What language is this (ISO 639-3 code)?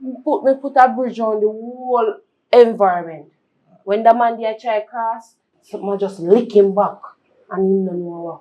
jam